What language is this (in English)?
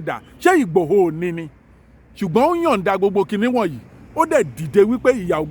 Yoruba